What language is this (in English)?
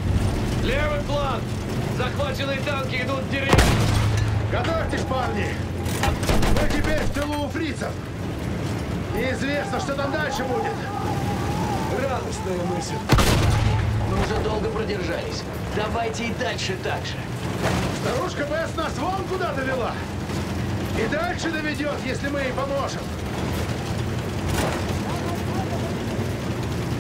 Russian